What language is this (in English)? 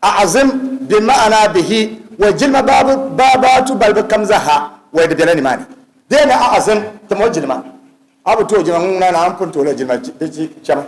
Dagbani